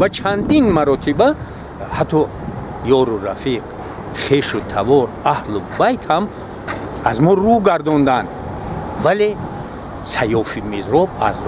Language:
Tajik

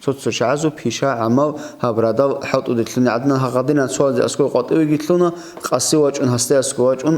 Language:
Avaric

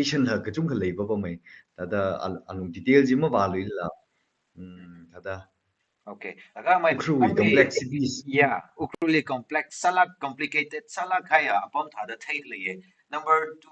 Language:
Tangkhul Naga (India)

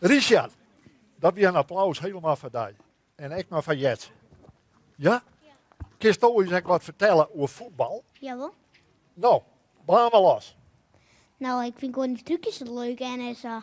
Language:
Western Frisian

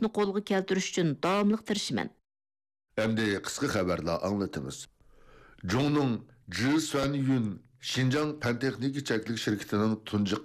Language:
Uyghur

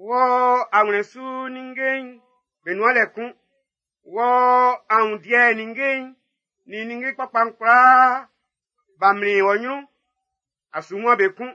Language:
Baoulé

